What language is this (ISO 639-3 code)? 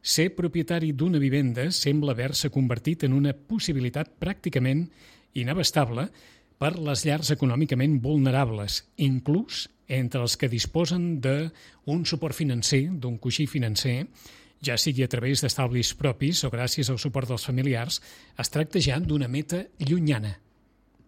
cat